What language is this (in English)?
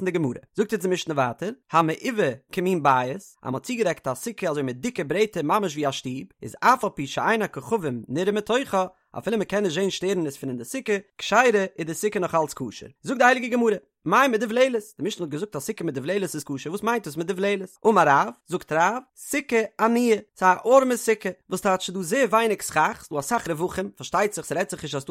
Yiddish